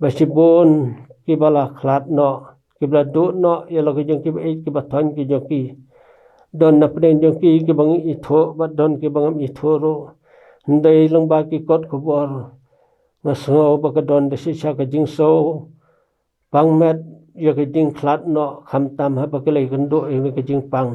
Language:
Khasi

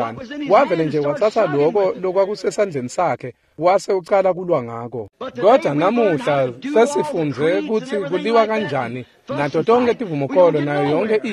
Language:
Swati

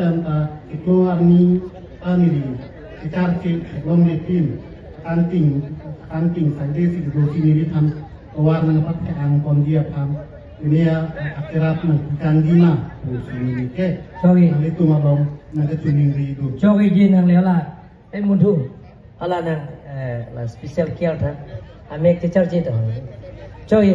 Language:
Karbi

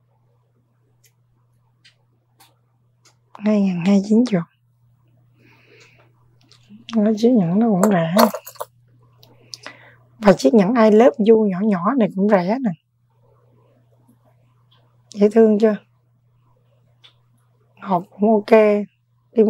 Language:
Vietnamese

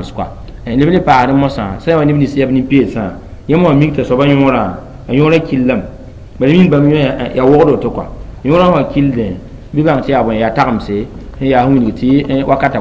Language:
Mossi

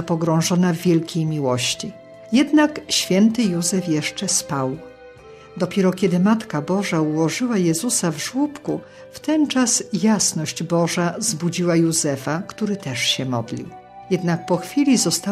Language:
Polish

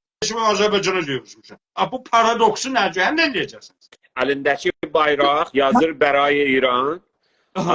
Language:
South Azerbaijani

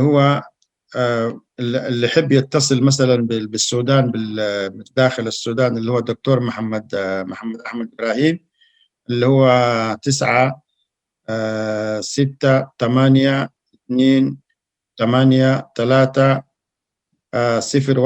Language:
Sudanese Arabic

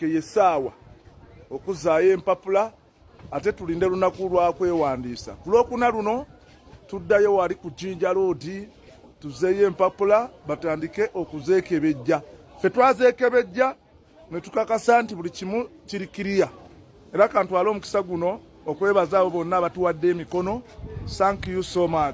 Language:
Ganda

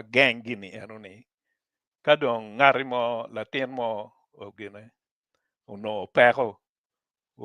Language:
Acoli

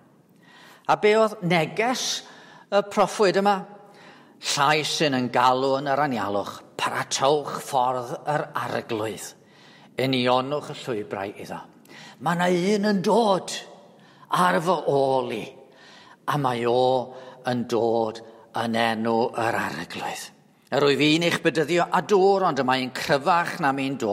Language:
Welsh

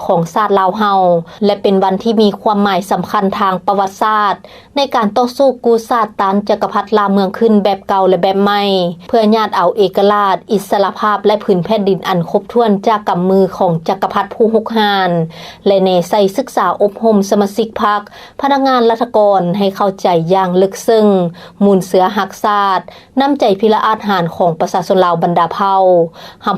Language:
Lao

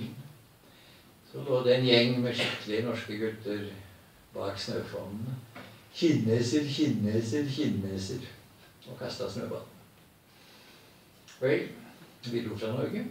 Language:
Norwegian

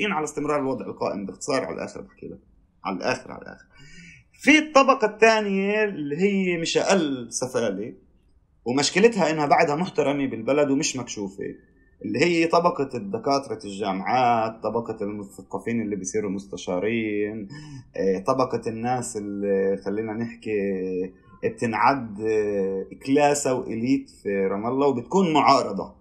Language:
North Levantine Arabic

